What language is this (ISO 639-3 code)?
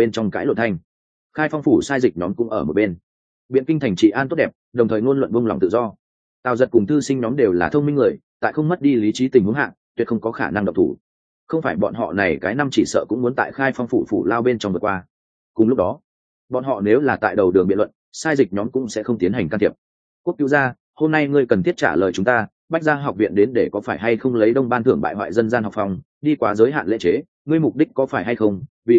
vie